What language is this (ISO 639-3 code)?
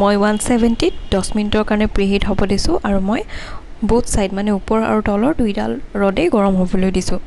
asm